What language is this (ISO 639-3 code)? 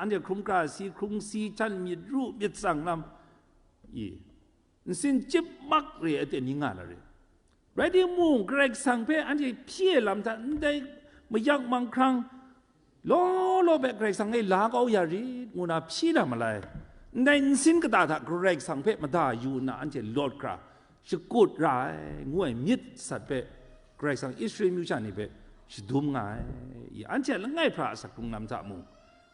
kac